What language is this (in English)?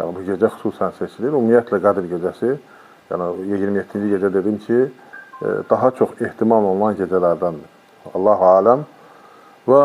Azerbaijani